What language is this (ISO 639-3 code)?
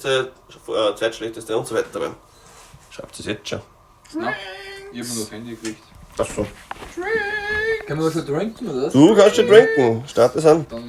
bar